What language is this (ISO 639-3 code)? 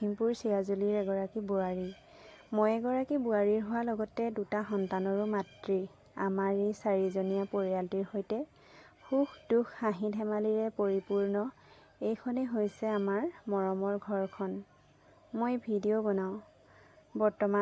asm